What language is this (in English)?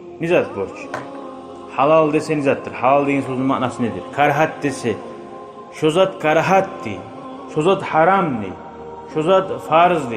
Kumyk